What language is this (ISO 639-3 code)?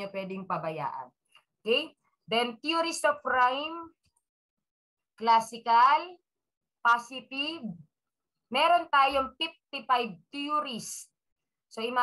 fil